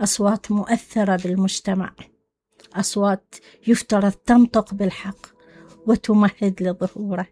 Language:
Mesopotamian Arabic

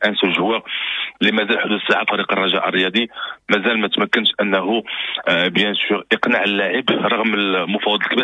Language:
Moroccan Arabic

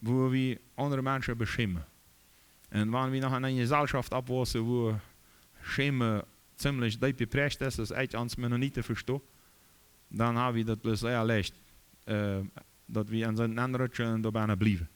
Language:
Plautdietsch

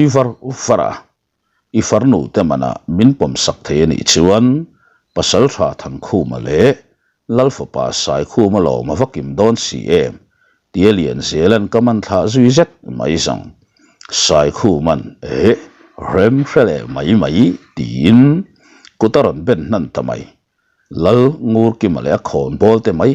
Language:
Mizo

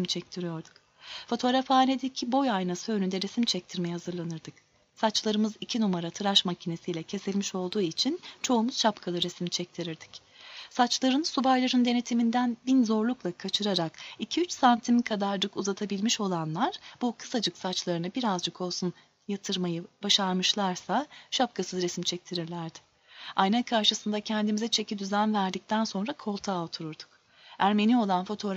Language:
Turkish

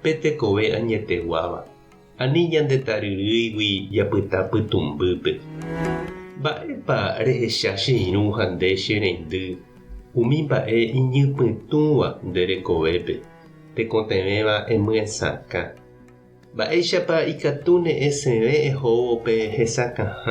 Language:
Guarani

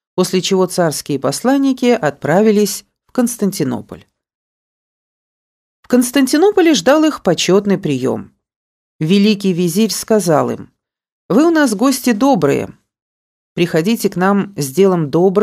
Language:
Russian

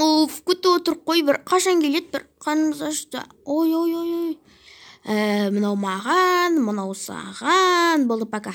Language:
Kazakh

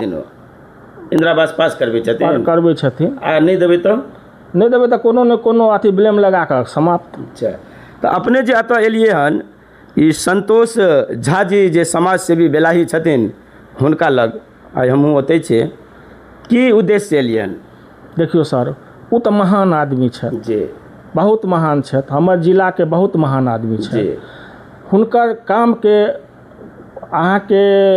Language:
Maithili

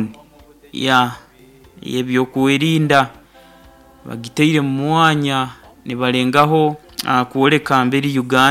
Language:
Nyoro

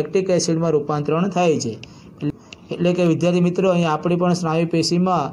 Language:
Gujarati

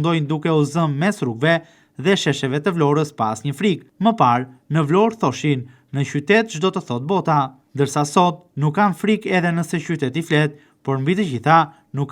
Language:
Albanian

